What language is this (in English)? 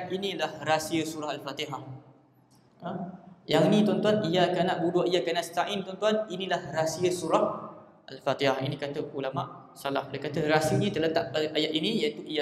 Malay